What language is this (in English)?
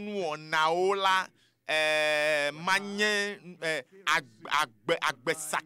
Ewe